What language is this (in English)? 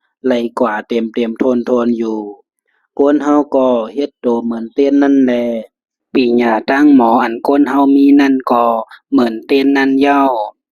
Shan